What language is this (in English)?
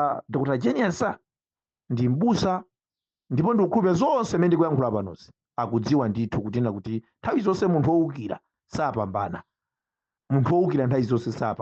Nyanja